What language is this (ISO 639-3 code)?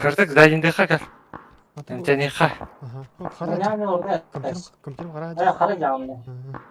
sah